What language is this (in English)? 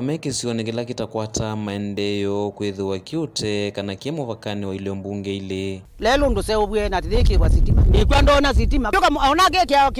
Kamba